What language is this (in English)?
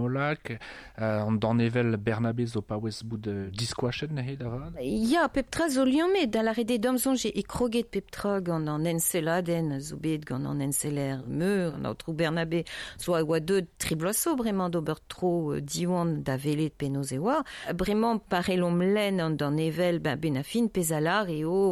Breton